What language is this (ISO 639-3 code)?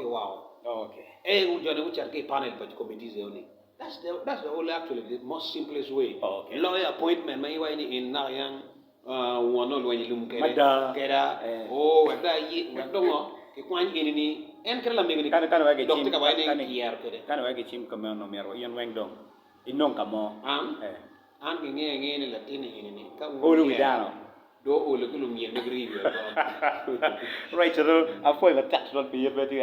ach